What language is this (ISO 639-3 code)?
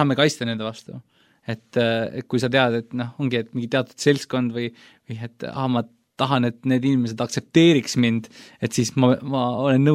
est